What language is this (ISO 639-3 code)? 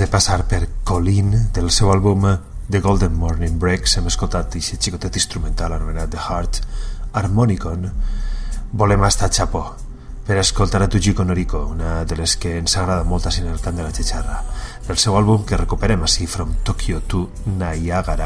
cat